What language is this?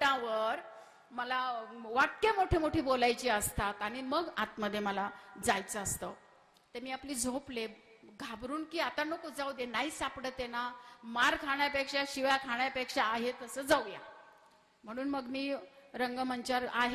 Marathi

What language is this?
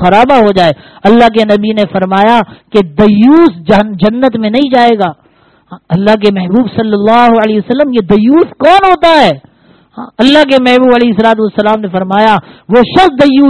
Urdu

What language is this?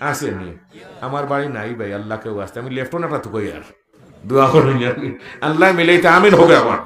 Sylheti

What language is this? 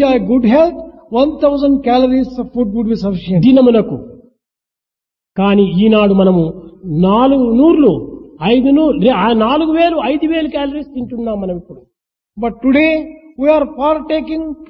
Telugu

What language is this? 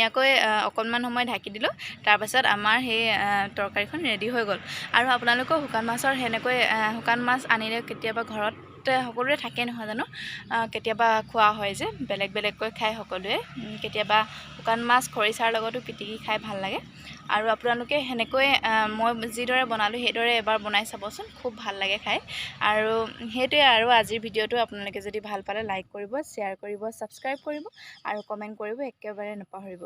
Assamese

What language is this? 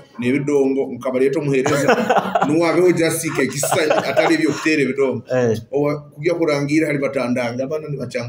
Nyoro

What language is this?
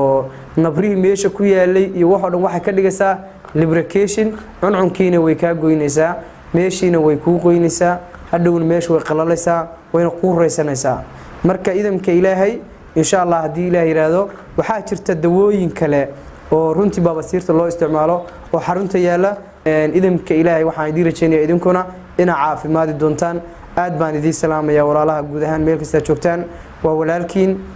Somali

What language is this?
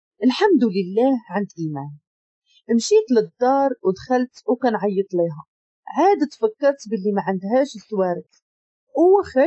Moroccan Arabic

